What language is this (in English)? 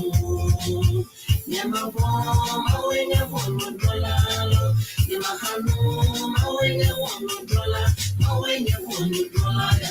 Ewe